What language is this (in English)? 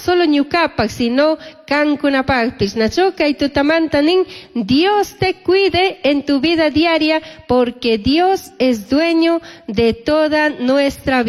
Chimborazo Highland Quichua